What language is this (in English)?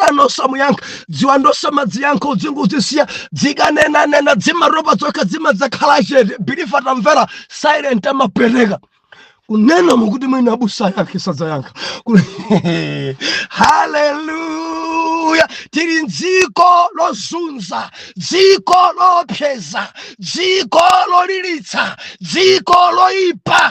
Nyanja